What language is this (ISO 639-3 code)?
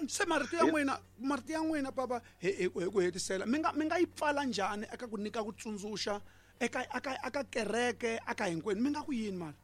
tso